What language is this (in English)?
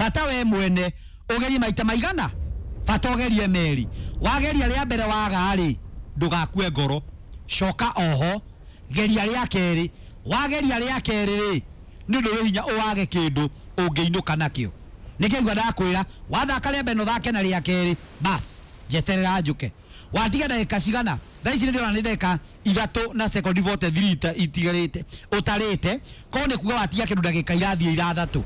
Kikuyu